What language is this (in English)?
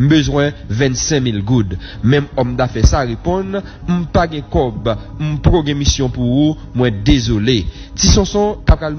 Haitian Creole